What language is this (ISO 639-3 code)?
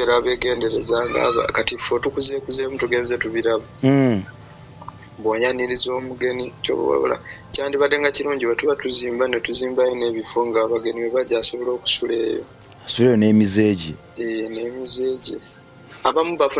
lug